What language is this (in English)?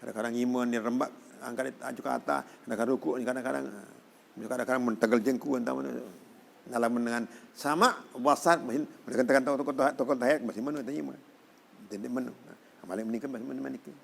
Sasak